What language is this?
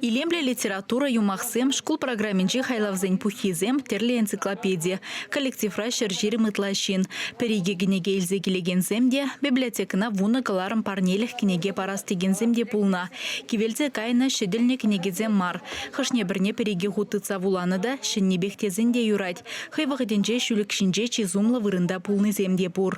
Chuvash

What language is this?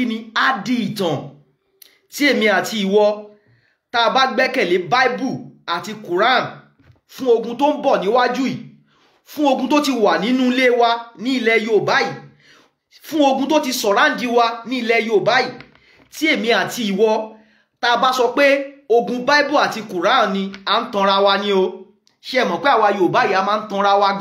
Yoruba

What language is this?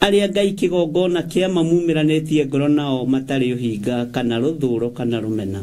Kikuyu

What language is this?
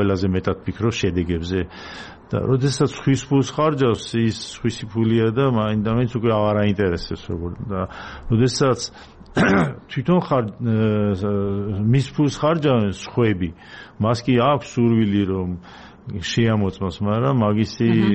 Georgian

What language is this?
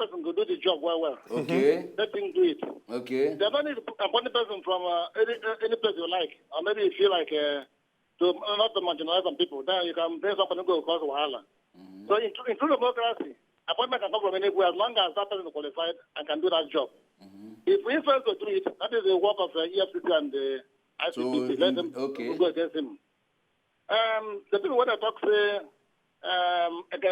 Nigerian Pidgin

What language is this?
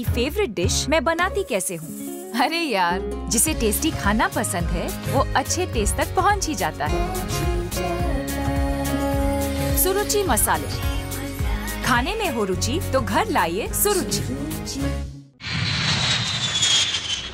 Hindi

